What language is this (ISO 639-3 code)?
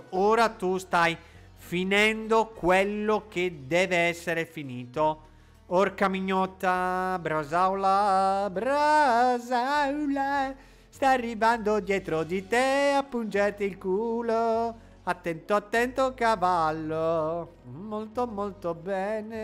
ita